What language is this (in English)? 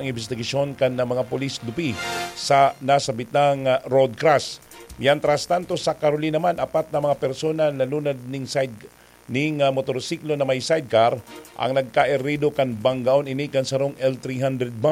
Bikol